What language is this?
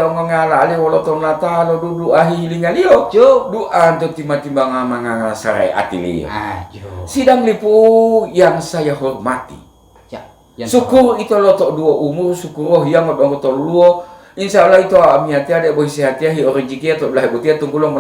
Gorontalo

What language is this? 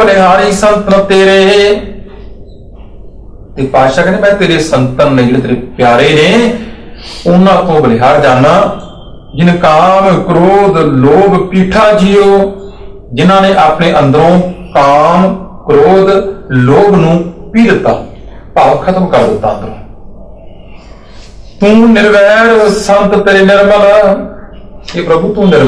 Punjabi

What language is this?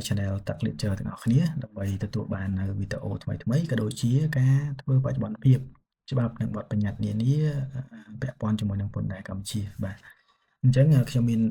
Khmer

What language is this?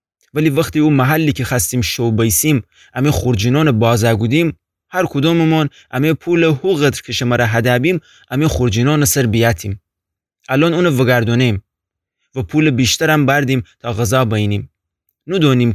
Gilaki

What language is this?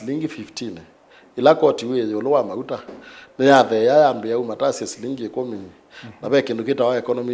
Kamba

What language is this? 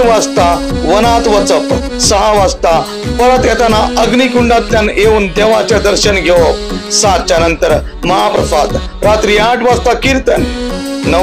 Konkani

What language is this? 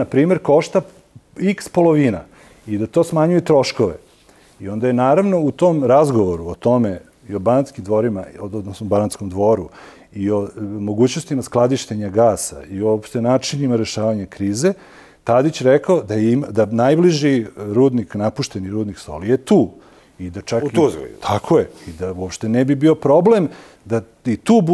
Serbian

